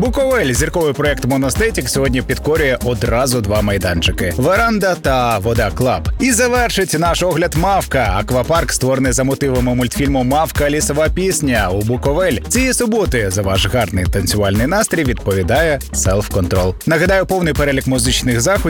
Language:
Ukrainian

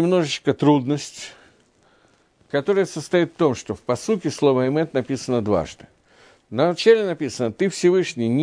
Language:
Russian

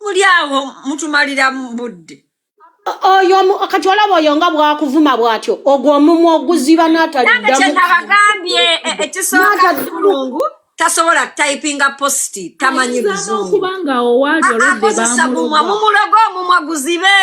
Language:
Ganda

